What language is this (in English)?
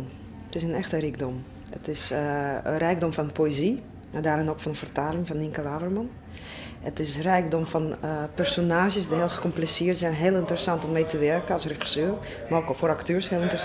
Western Frisian